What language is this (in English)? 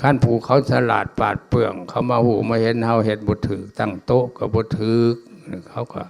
Lao